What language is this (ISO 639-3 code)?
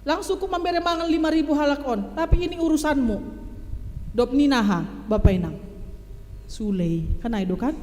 bts